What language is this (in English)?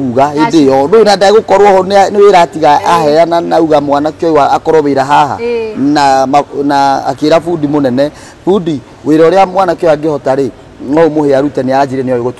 Kikuyu